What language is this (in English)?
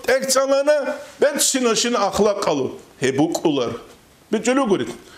Avaric